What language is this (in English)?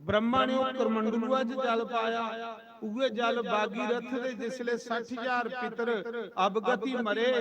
Dogri